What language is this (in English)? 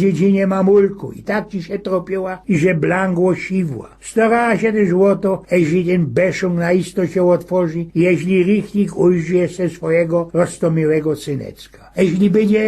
Silesian